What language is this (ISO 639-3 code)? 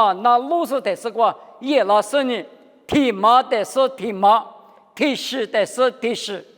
lis